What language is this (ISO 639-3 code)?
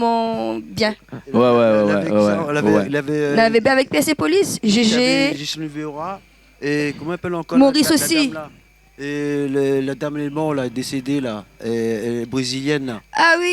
rcf